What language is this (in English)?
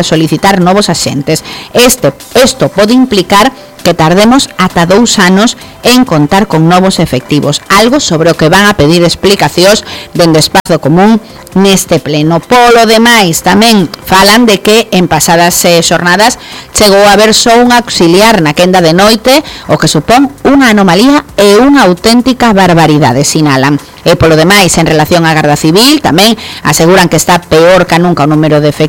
Galician